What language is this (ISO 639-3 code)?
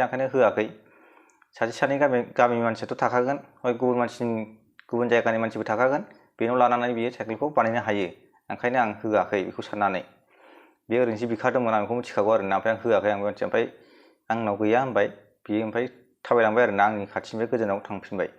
brx